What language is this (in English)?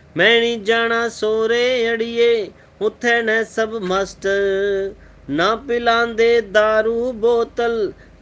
Dogri